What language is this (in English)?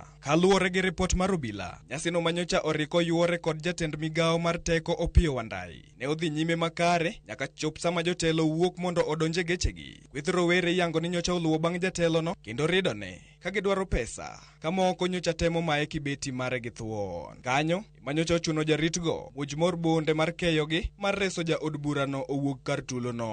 Luo (Kenya and Tanzania)